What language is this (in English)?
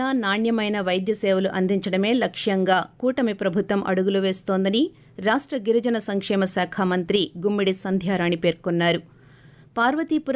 Telugu